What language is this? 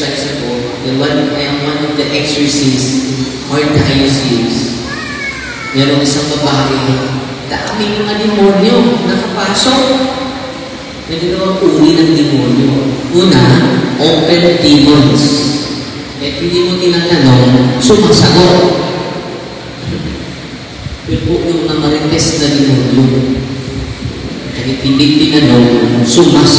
Filipino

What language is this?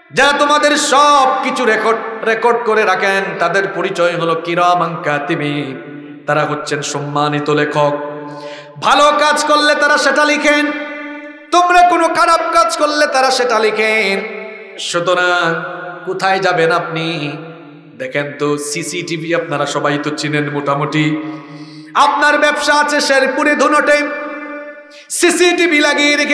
Bangla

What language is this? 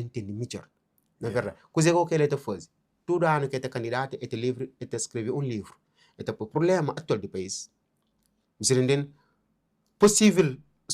Kabuverdianu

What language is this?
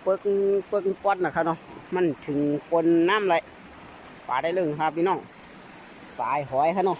Shan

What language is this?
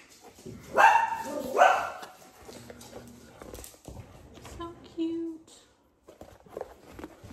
English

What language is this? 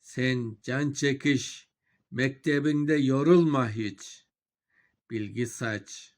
Crimean Tatar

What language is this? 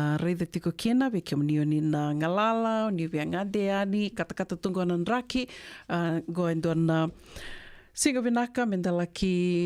Fijian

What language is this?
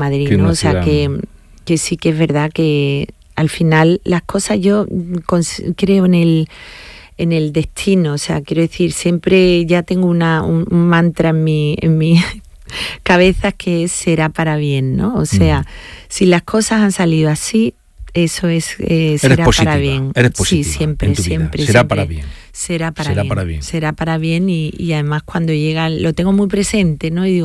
Spanish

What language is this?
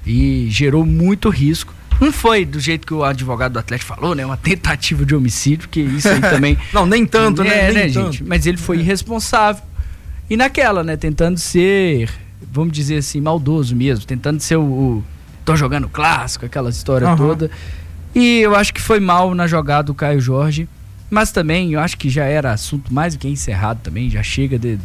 Portuguese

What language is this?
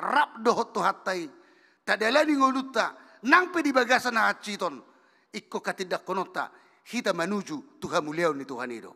Batak Toba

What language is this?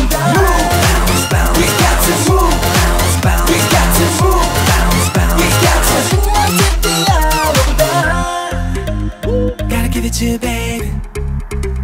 Kazakh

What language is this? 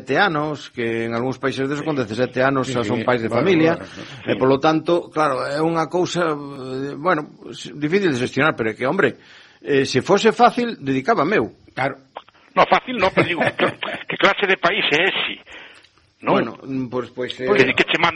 Galician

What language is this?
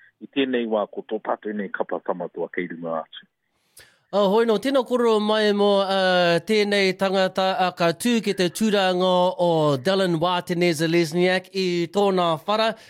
Māori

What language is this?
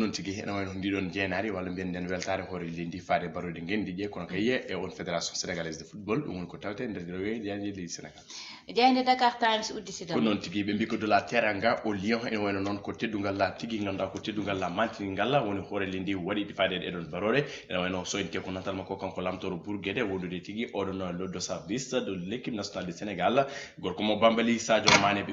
Fula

